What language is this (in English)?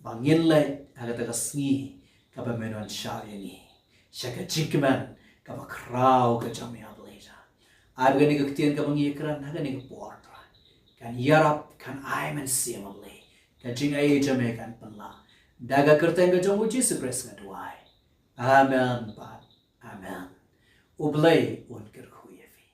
Khasi